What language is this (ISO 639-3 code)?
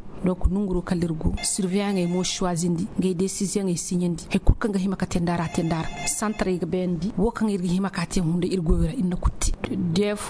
ses